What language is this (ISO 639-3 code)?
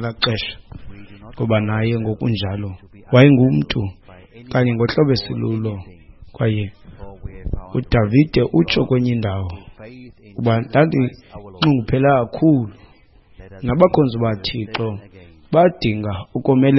xho